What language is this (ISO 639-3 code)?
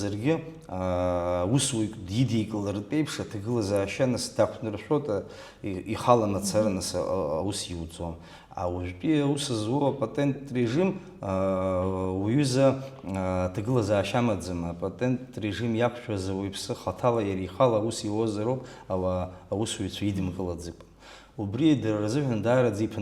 abk